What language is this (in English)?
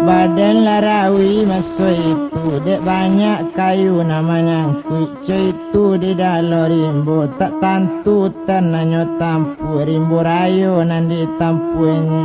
Minangkabau